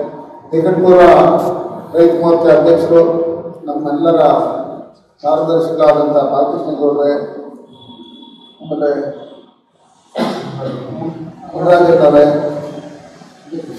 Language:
Kannada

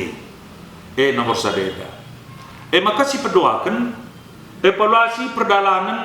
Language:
Batak Karo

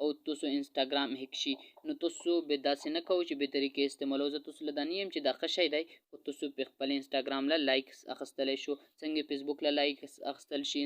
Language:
Pashto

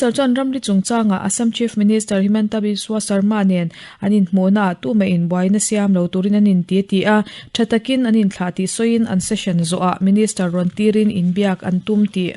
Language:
Mizo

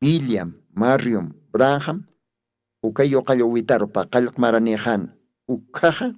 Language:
Aymara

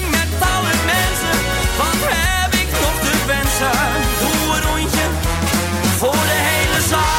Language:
Dutch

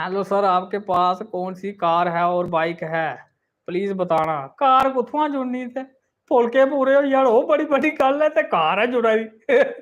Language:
Dogri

